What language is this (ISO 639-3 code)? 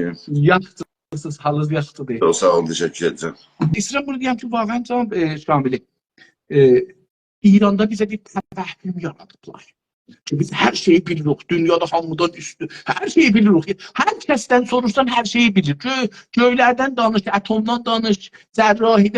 azb